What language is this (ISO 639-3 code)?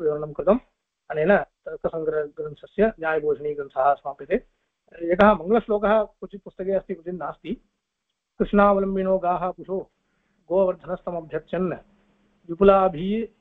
san